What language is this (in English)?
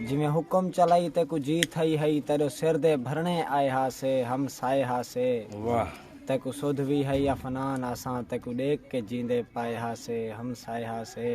Saraiki